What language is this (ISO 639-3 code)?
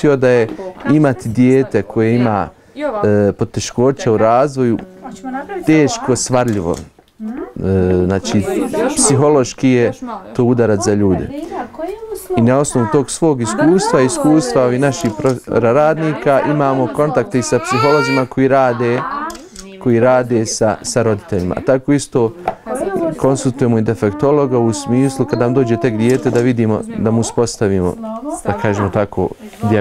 bos